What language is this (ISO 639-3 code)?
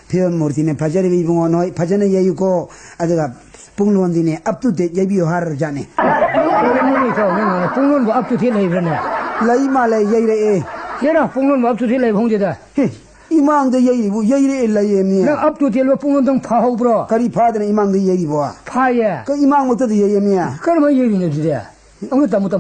mni